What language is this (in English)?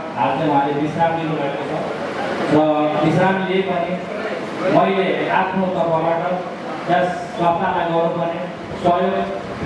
Nepali